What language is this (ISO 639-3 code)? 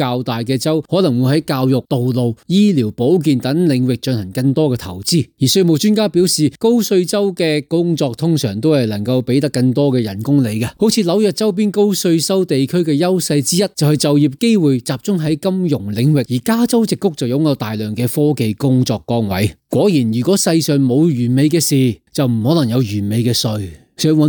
yue